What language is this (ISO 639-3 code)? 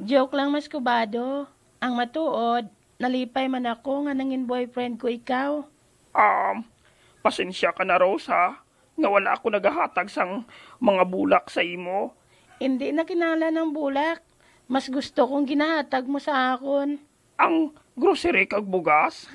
hil